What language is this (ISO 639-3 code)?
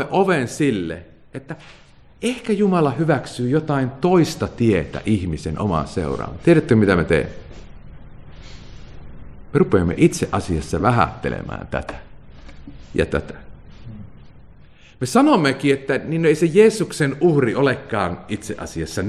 fin